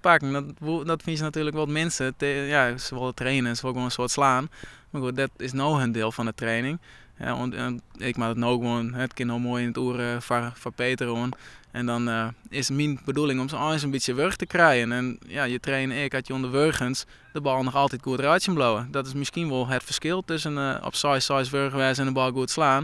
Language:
Western Frisian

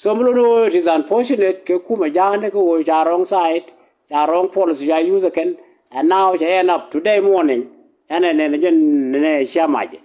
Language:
Nuer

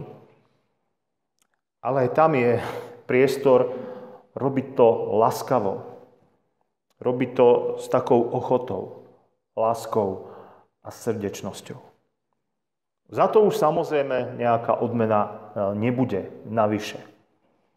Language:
Slovak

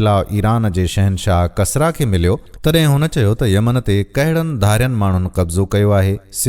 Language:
Sindhi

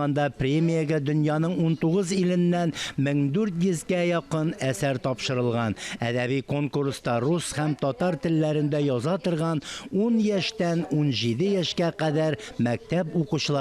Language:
Tatar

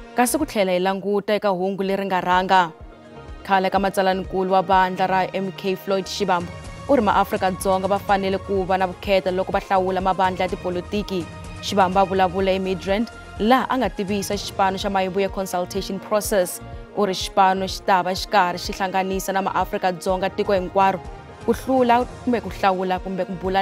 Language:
Tsonga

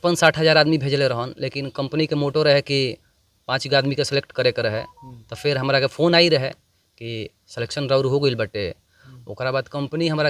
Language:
Bhojpuri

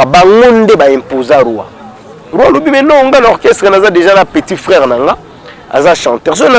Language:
Lingala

